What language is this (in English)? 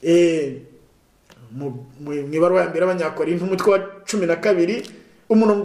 Kinyarwanda